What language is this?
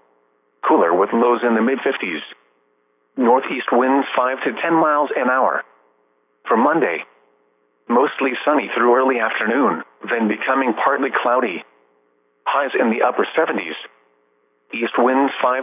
English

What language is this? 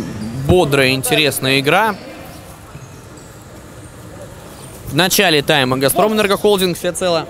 Russian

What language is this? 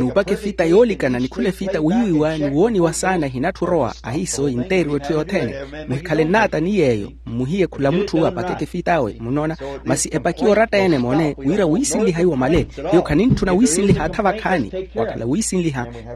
Makhuwa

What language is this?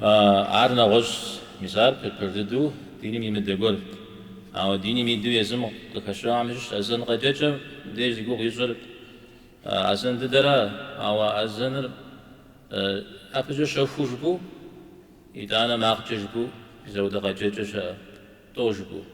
Kabardian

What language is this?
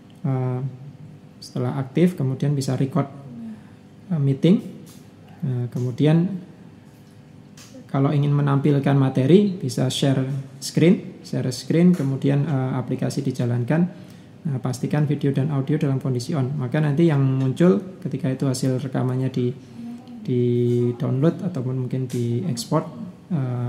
Indonesian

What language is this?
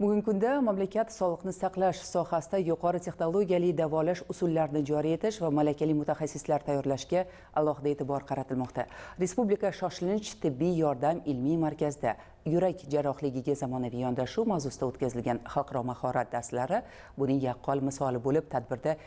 Uzbek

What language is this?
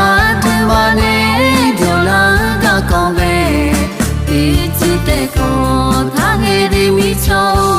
Akha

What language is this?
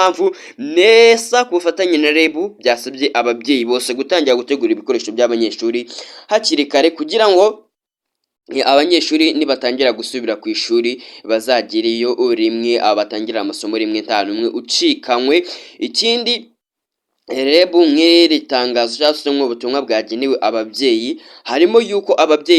Kinyarwanda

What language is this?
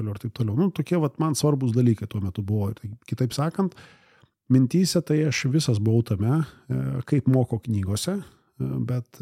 Lithuanian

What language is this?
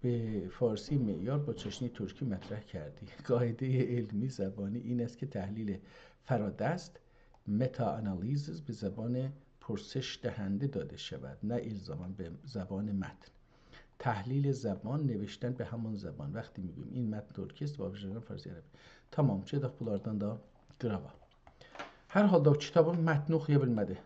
South Azerbaijani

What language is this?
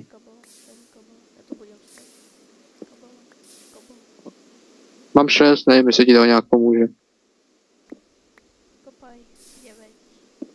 Czech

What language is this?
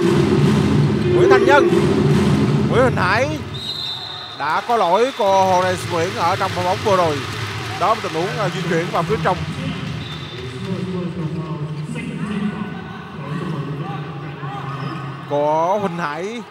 Vietnamese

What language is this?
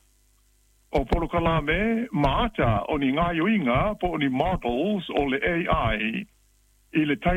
Samoan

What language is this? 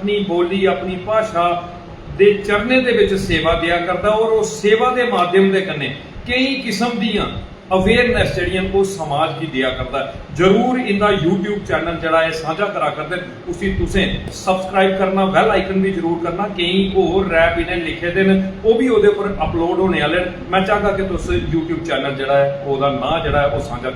Dogri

